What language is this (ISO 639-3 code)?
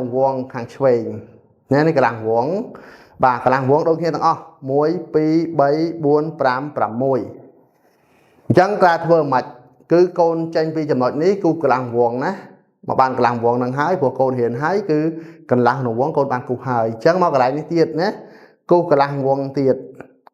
khm